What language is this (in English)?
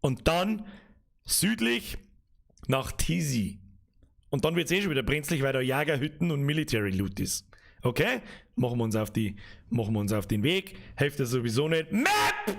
Bavarian